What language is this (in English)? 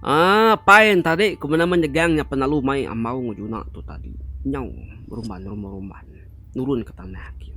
Iban